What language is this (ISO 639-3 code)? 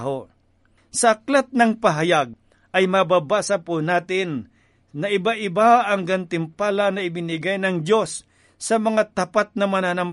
fil